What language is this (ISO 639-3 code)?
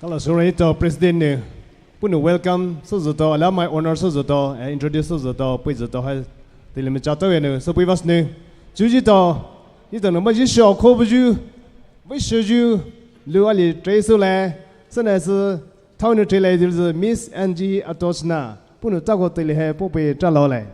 pmx